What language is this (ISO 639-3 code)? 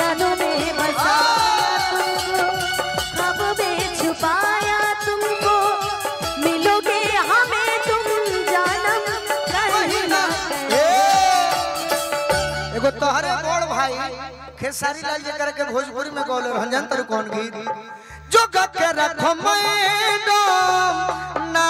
bho